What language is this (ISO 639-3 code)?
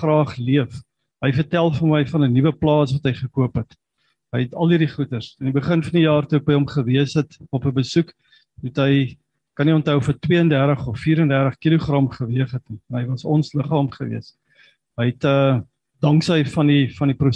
afr